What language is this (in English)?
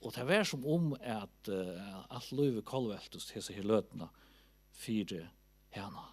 Faroese